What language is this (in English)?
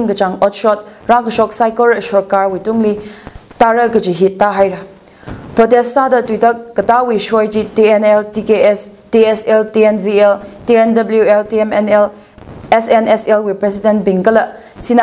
Tangkhul Naga (India)